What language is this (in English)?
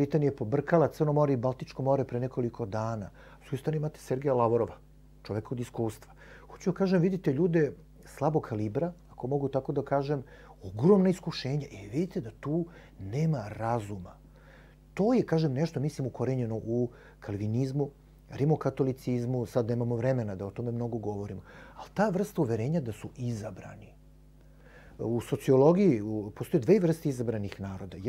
Serbian